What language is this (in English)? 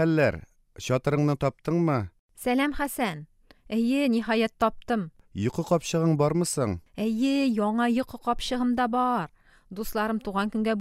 Tatar